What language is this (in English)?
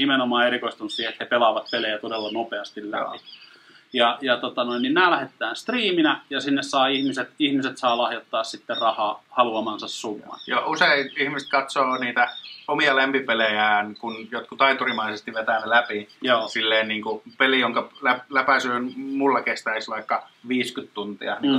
Finnish